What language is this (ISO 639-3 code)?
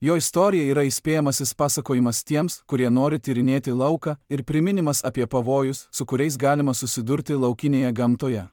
lit